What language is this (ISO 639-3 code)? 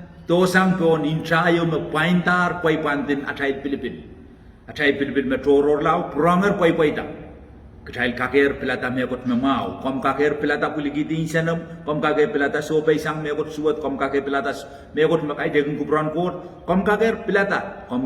pon